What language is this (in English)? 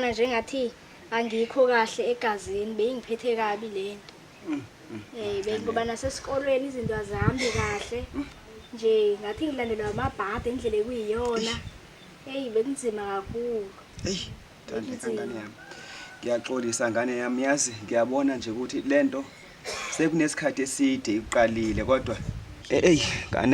Zulu